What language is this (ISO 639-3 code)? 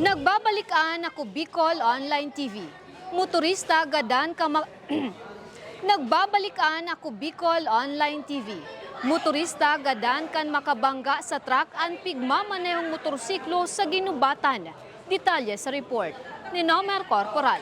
bik